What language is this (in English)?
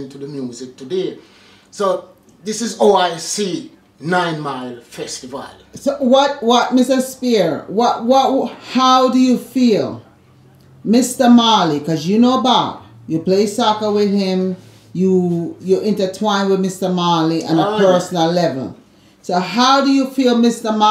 Jamaican Creole English